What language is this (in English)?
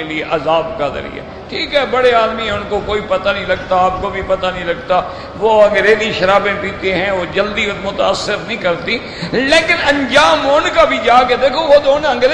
Urdu